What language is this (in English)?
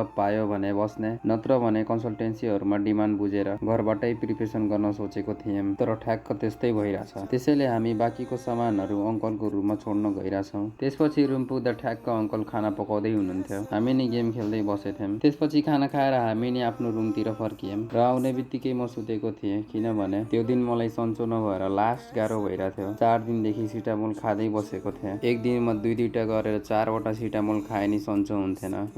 Nepali